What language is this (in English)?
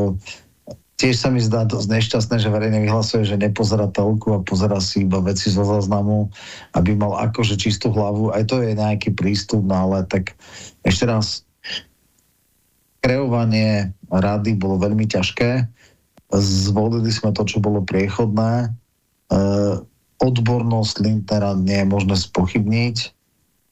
Slovak